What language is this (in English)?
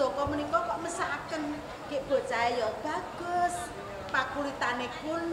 Javanese